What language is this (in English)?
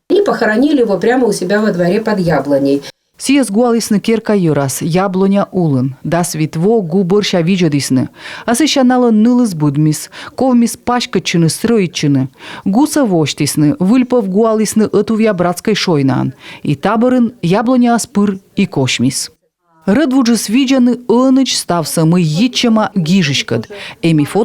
Komi